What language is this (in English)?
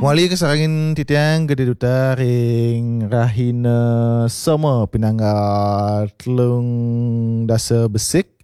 Balinese